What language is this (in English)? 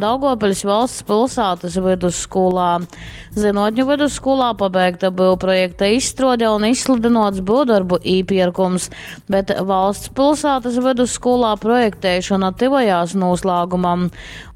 Latgalian